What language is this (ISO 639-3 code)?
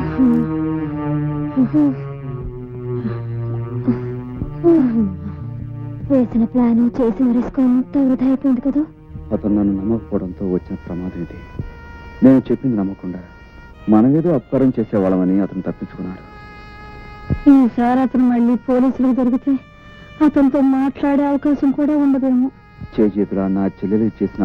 tel